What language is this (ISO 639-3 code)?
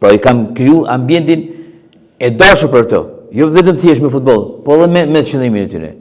sqi